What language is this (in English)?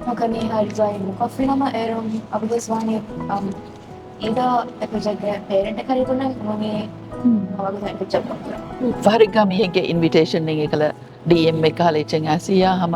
Divehi